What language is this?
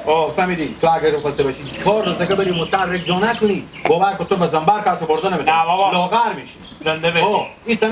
Hazaragi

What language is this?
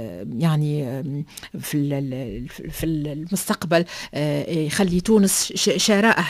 Tunisian Arabic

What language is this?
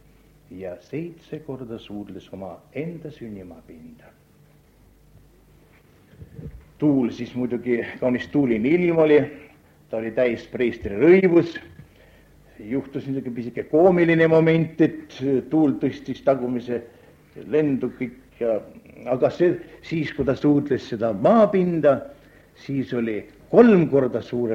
Estonian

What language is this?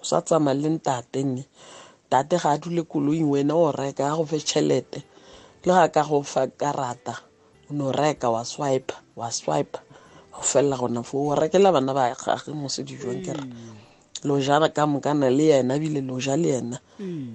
South Ndebele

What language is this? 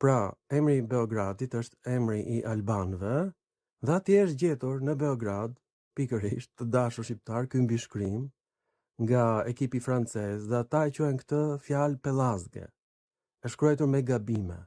Albanian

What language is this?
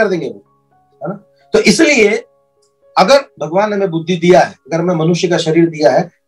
Hindi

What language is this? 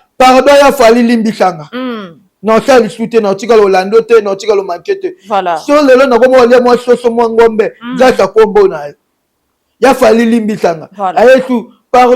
Lingala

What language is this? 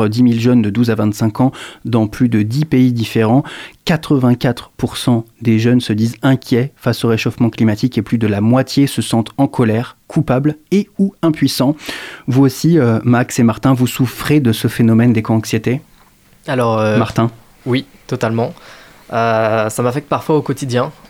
French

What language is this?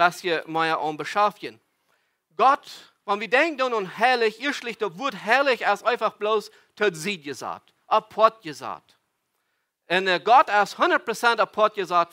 Plautdietsch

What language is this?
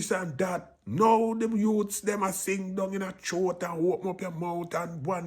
Jamaican Creole English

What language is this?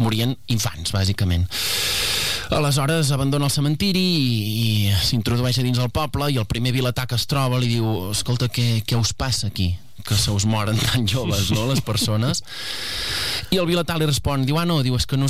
Catalan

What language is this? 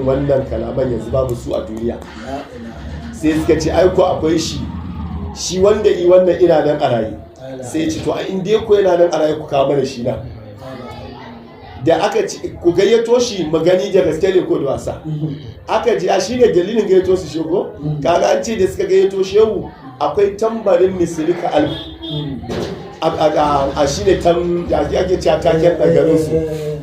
Hausa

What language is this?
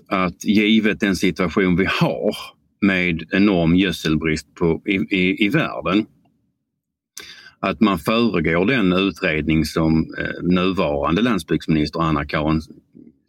Swedish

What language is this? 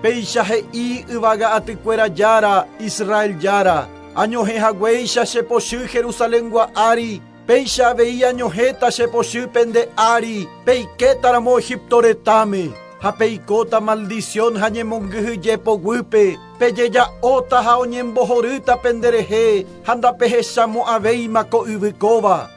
Guarani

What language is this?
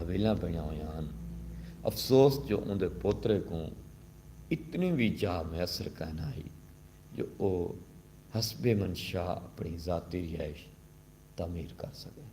Saraiki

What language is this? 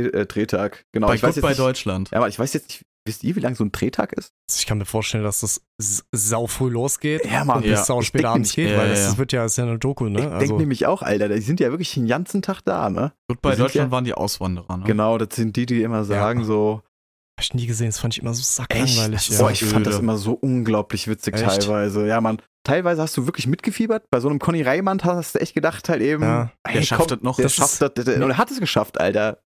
German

